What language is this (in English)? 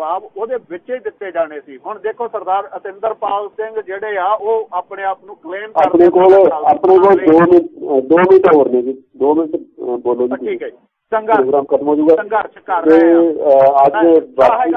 Punjabi